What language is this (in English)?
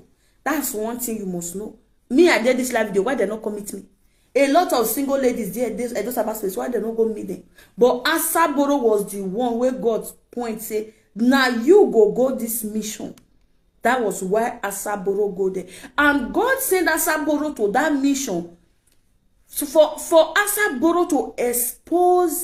Nigerian Pidgin